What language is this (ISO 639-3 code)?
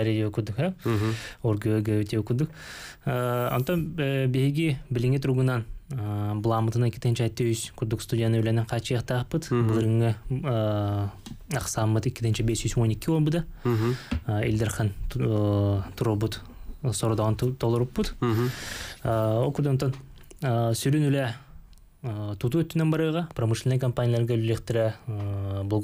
sah